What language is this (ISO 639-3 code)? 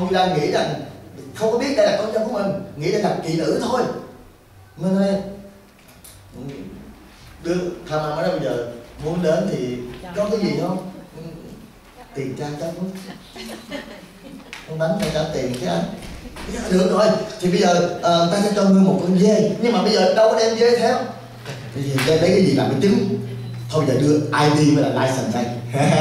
vie